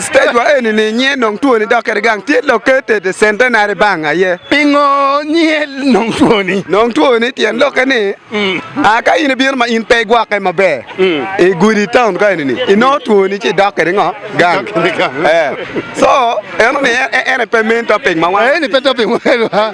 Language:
Acoli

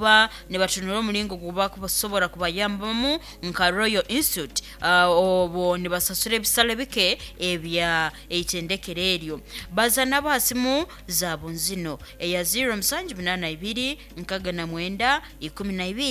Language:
Nyankole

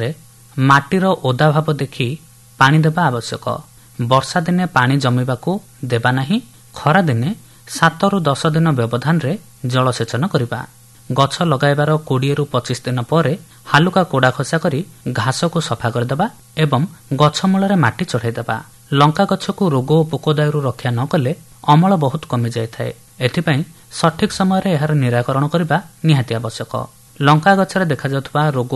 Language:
Odia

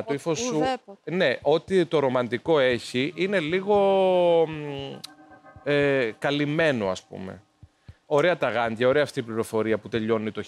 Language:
Greek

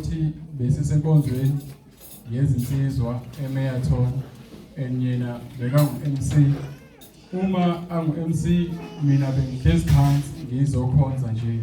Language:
Zulu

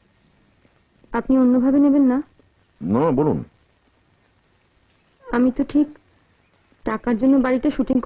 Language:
Bangla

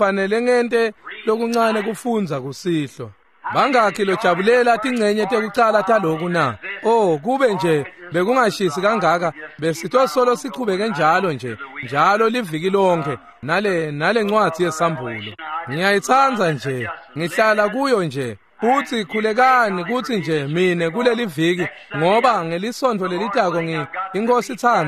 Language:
Swati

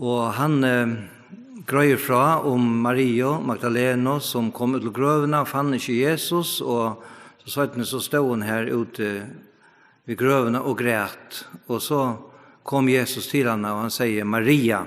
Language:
Faroese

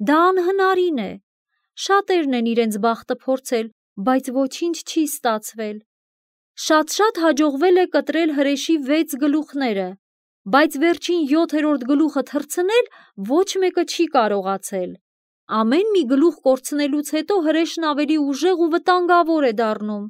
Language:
Armenian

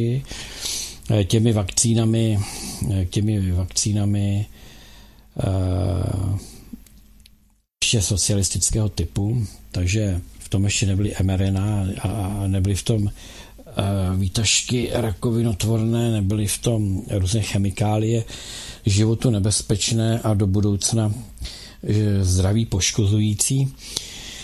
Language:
Czech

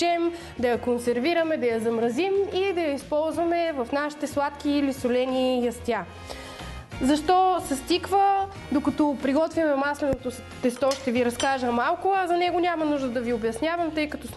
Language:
Bulgarian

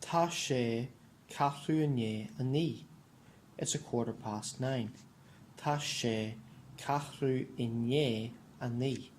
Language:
Irish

